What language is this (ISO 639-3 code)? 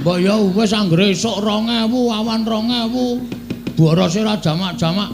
jav